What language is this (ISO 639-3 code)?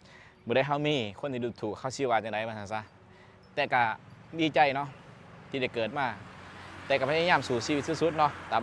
lao